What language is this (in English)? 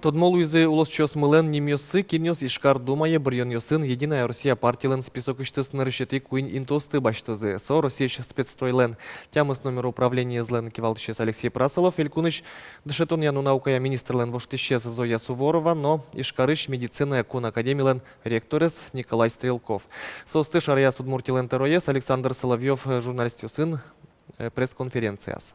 Udmurt